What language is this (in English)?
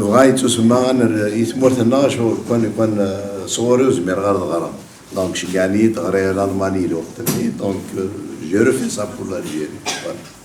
Kabyle